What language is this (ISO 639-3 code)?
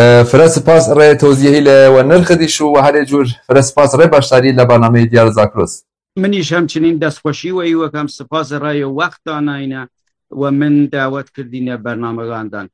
kur